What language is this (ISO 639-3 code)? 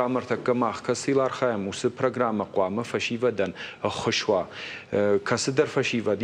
oss